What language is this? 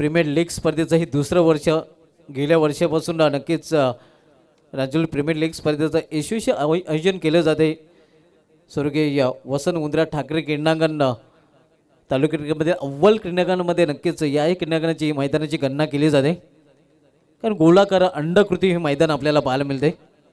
Marathi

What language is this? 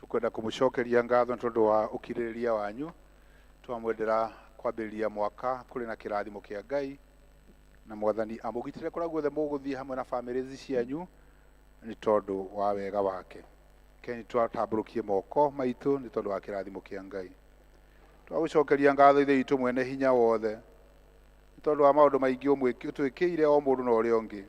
Kikuyu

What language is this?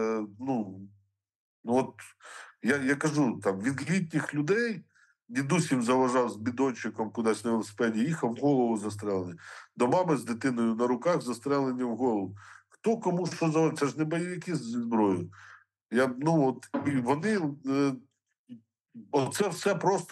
Ukrainian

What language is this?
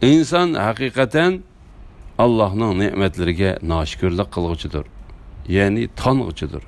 Uyghur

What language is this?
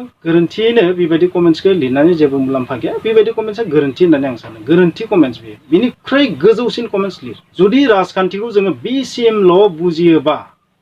Bodo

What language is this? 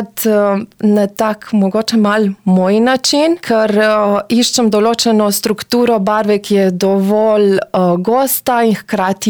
Slovenian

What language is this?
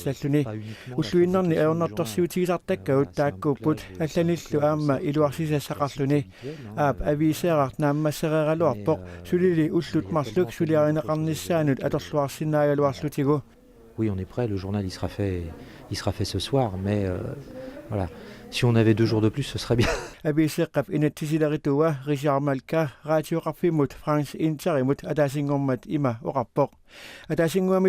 Kalaallisut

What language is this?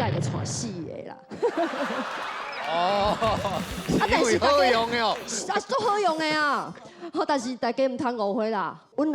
Min Nan Chinese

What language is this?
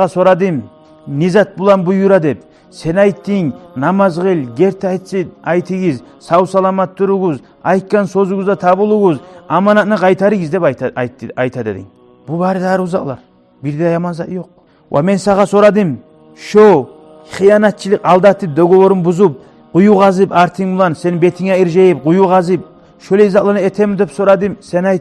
Kumyk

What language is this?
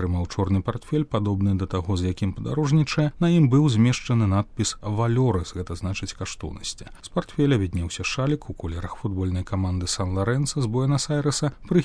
Belarusian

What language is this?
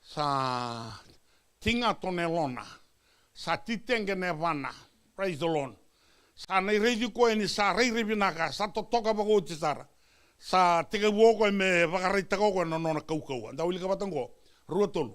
Fijian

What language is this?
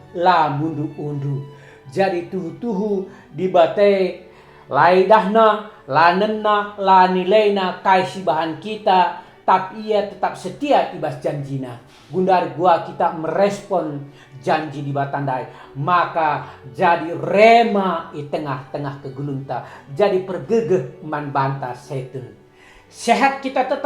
Batak Karo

